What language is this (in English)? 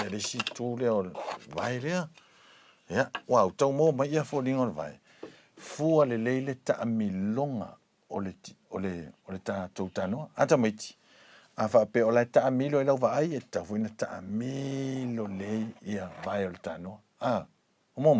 Samoan